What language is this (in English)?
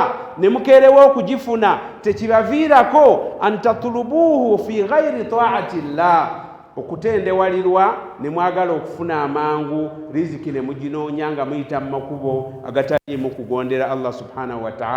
Ganda